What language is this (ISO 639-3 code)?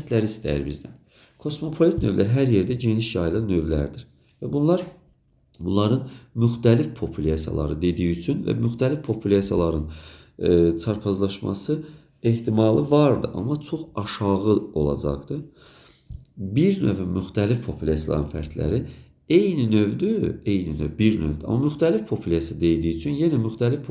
aze